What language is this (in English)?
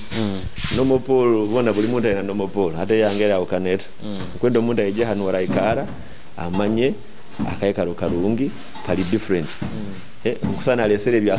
Nyoro